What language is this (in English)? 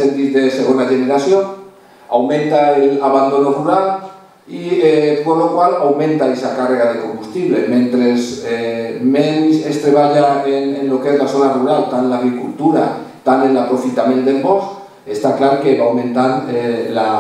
Catalan